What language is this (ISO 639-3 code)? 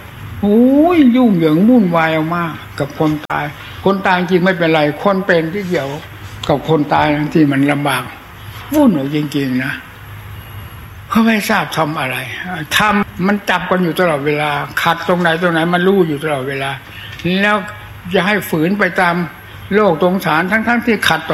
tha